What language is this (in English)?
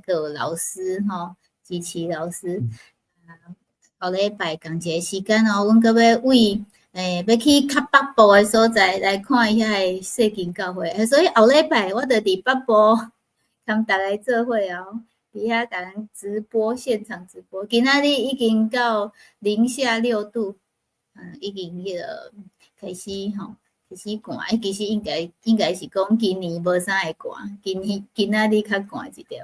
Min Nan Chinese